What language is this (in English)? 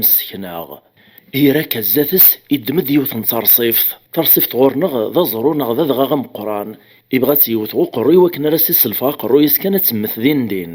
Kabyle